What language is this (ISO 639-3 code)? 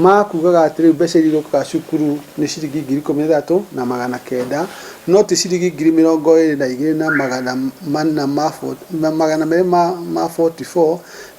kik